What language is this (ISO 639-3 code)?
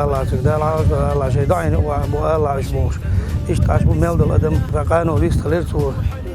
che